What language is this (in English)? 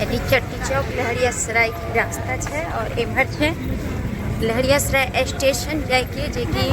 Maithili